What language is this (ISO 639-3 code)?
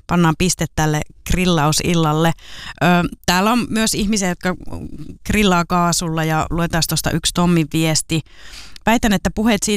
fin